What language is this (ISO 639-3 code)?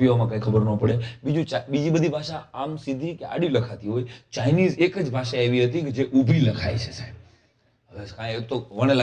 guj